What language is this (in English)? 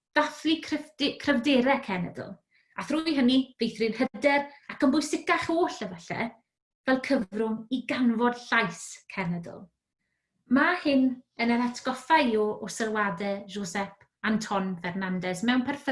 Welsh